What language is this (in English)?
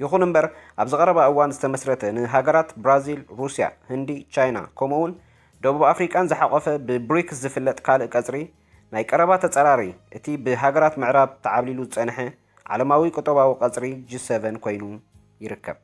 Tigrinya